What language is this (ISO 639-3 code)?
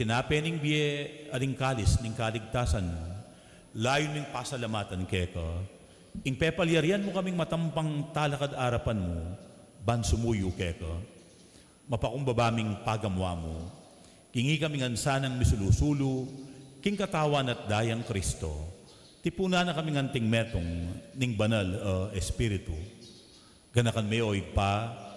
pam